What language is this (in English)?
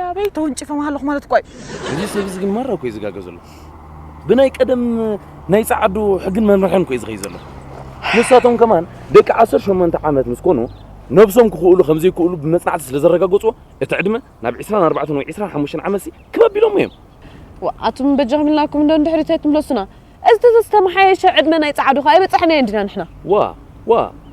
Tigrinya